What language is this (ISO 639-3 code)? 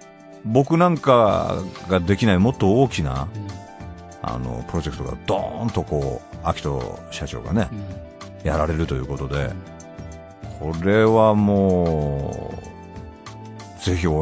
jpn